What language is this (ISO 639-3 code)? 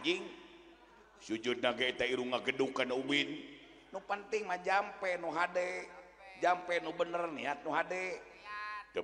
sun